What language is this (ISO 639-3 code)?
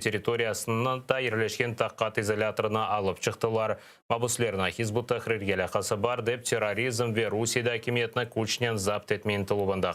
crh